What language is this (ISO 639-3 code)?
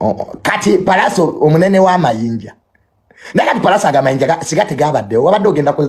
lug